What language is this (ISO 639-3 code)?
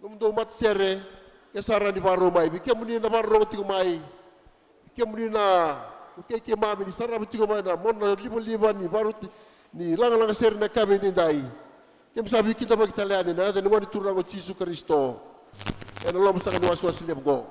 fij